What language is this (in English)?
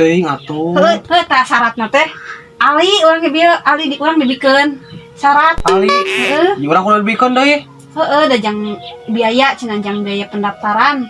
Sundanese